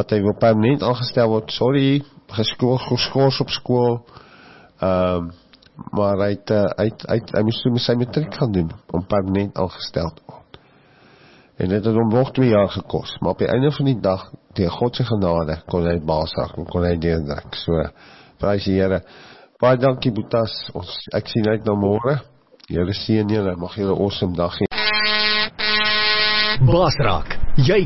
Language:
Afrikaans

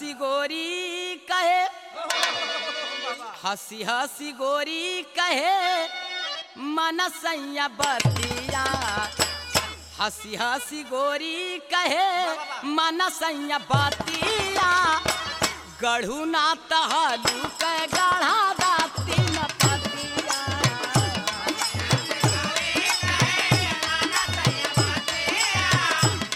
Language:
Bhojpuri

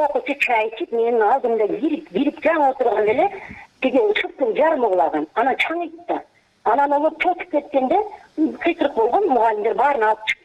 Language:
Kyrgyz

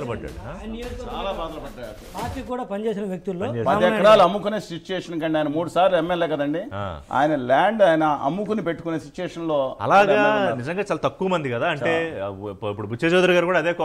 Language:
Telugu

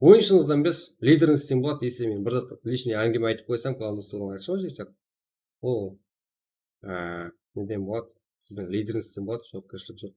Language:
Kara-Kalpak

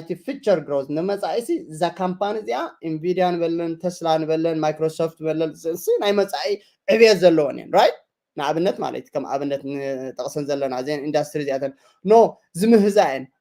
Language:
Tigrinya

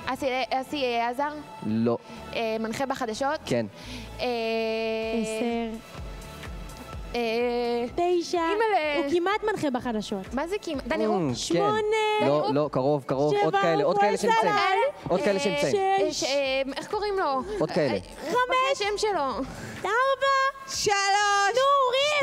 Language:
Hebrew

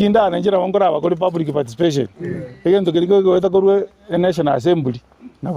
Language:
Gusii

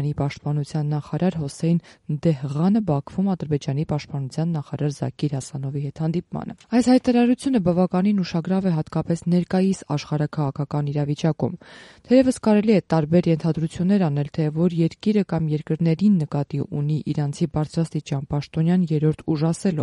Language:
Armenian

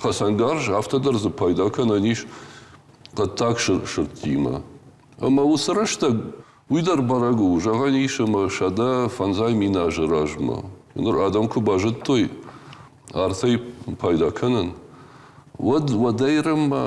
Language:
Ossetic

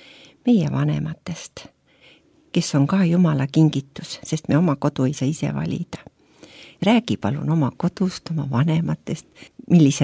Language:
Estonian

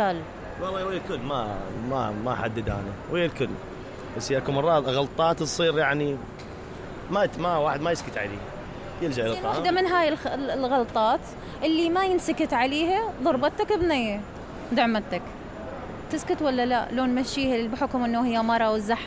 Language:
Mesopotamian Arabic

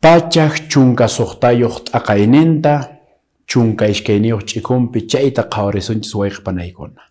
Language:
Quechua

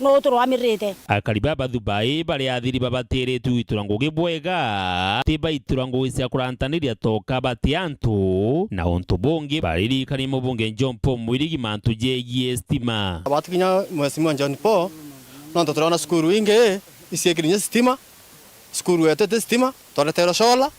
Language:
Meru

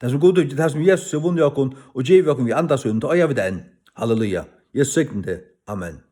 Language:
Faroese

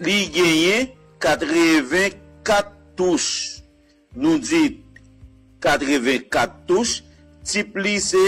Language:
Haitian Creole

